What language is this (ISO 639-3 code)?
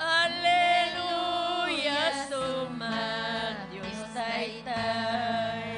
quy